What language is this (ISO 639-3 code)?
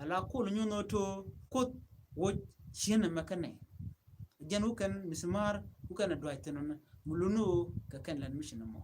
nus